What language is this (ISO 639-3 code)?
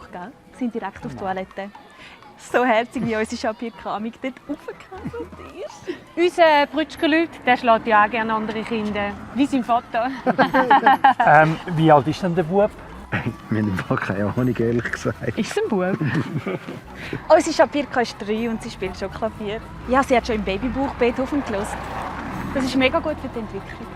gsw